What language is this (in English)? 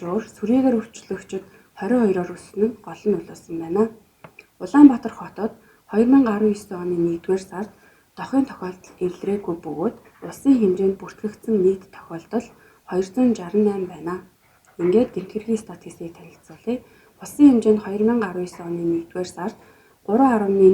Mongolian